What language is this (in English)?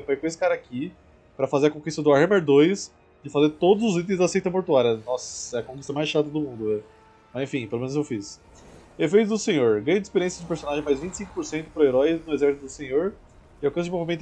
Portuguese